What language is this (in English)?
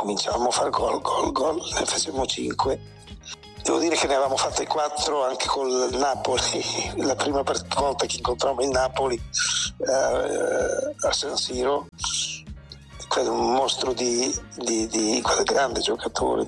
Italian